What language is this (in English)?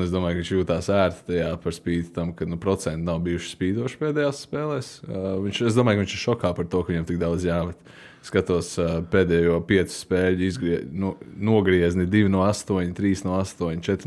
Latvian